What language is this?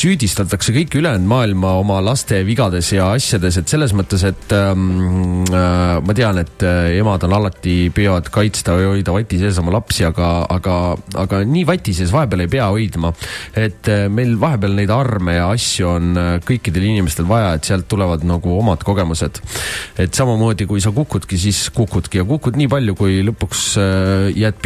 Estonian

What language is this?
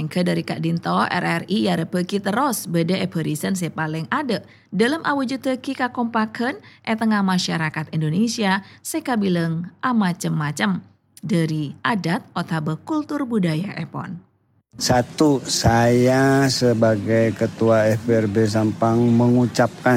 Madurese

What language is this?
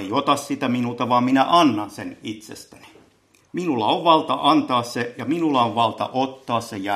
Finnish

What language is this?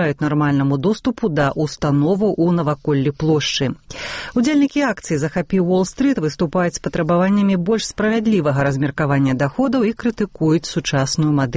Belarusian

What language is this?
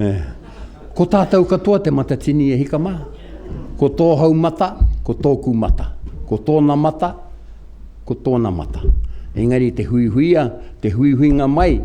Māori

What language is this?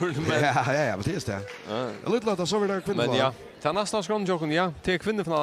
Faroese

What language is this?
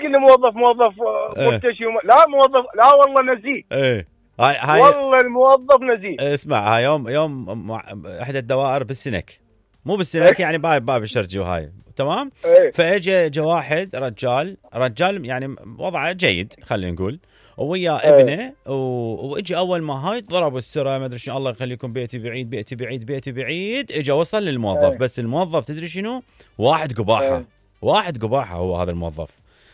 Mesopotamian Arabic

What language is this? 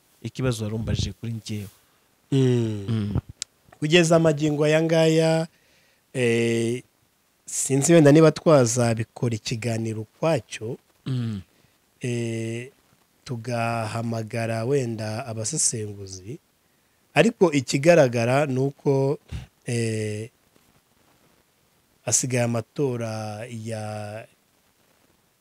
Kinyarwanda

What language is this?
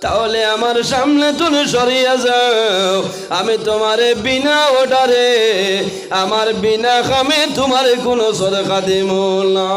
Sylheti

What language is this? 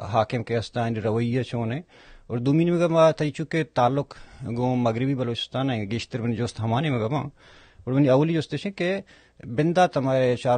Baluchi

